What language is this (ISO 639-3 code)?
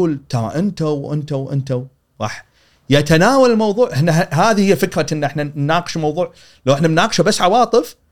afb